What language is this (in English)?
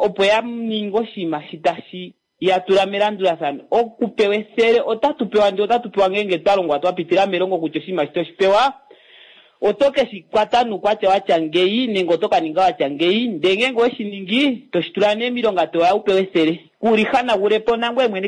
Kuanyama